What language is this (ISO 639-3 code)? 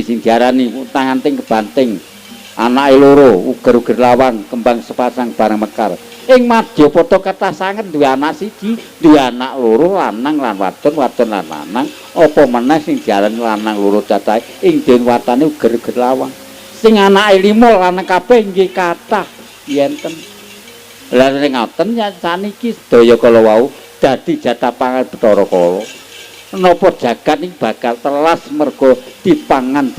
jav